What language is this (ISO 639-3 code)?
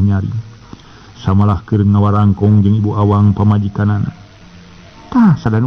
sun